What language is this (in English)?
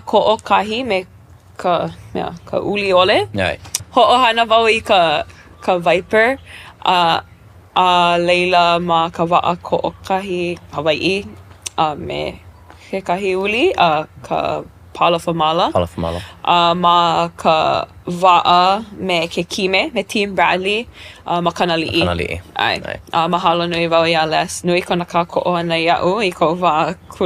Hawaiian